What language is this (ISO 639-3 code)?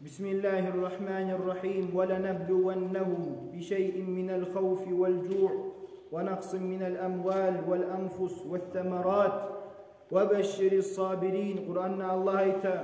kum